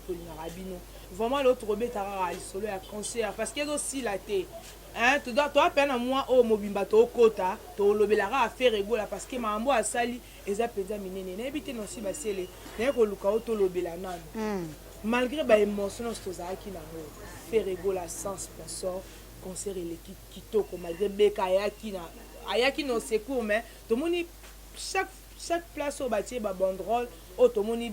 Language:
Lingala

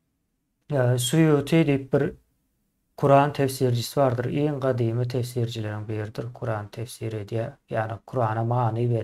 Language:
Turkmen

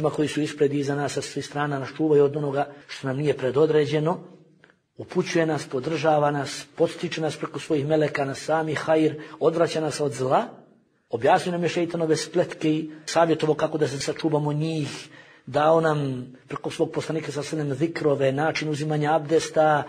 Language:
Bosnian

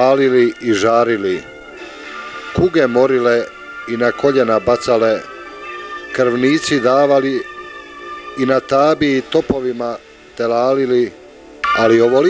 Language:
Bosnian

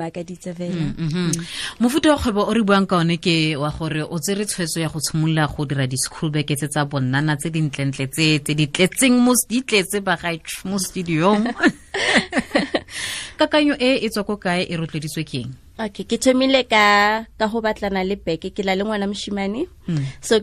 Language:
Tswana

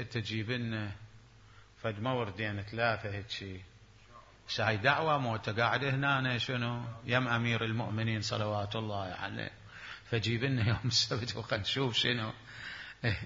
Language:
Mesopotamian Arabic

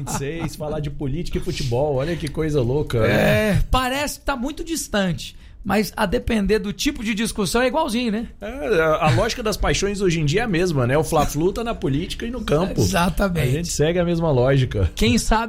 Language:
Portuguese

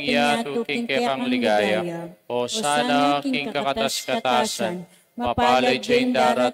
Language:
Pampanga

